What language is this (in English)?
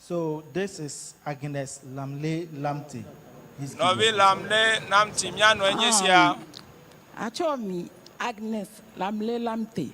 Ewe